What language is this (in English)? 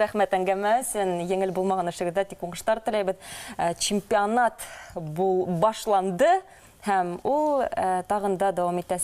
Bashkir